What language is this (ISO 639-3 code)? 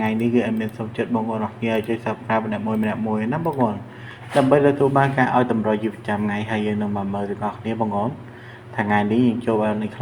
khm